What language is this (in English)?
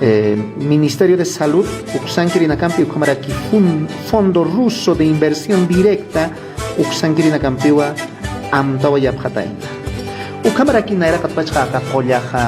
Aymara